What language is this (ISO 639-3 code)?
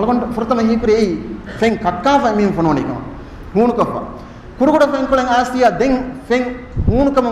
div